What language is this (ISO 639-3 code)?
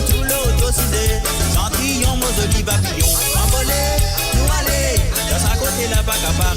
mfe